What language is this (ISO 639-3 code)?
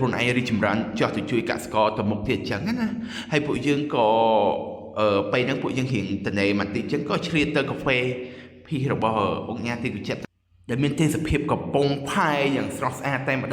khm